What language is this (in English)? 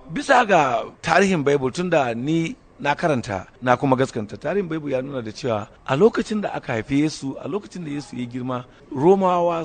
Hausa